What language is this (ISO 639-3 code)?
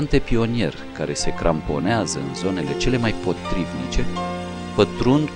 ron